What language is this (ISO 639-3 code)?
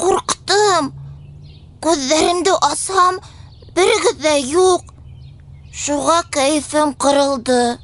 bak